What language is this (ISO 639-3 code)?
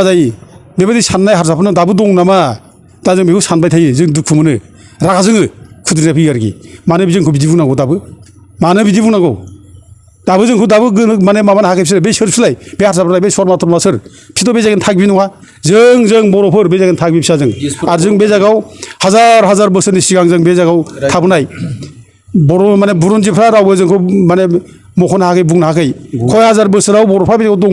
brx